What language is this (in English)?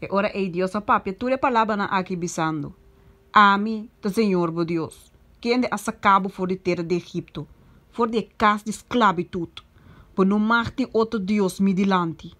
Papiamento